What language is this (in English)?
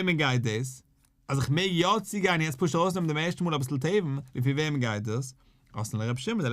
Yiddish